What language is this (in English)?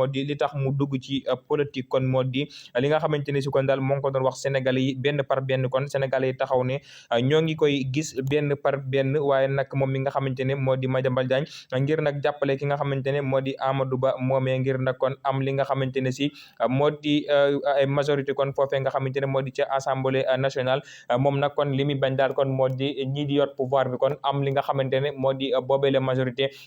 Wolof